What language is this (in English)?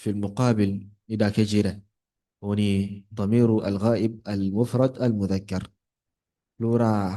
Yoruba